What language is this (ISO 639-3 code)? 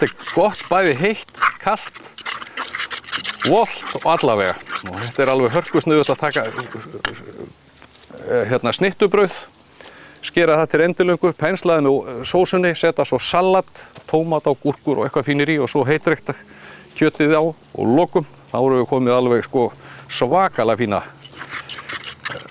isl